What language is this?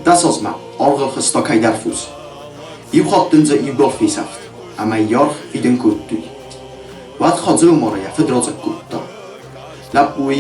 Ossetic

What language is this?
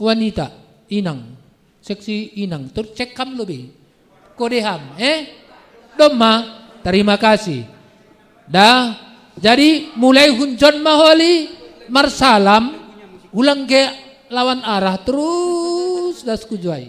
Batak Simalungun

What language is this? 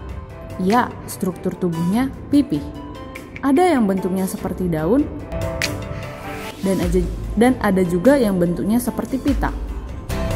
Indonesian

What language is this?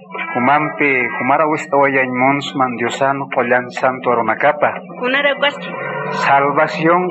Aymara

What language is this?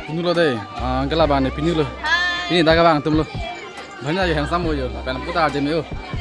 Karbi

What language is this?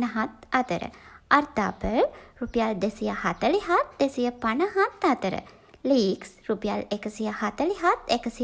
Sinhala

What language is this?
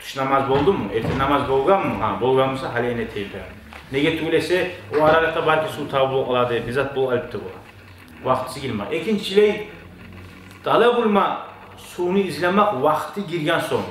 Kumyk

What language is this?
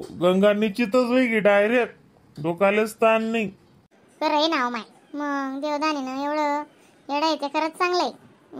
Khandesi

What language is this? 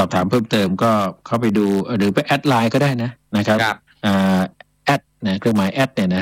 Thai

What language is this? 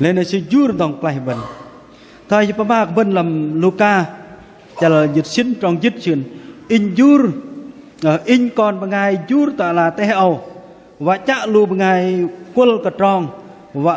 Bahnar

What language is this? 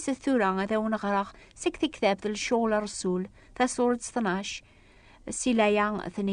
Kabyle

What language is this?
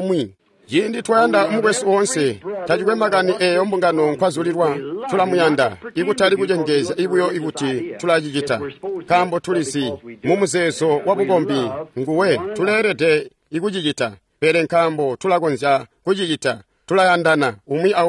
Tonga (Zambia)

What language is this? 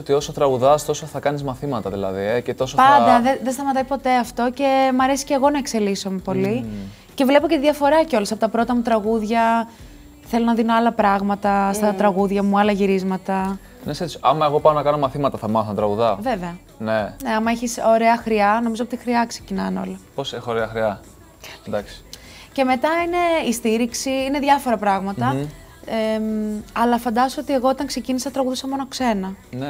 Greek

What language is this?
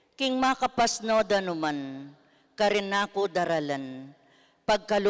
Pampanga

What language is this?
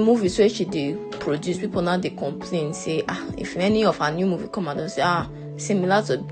Nigerian Pidgin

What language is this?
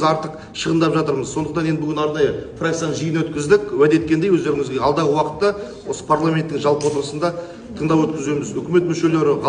Kazakh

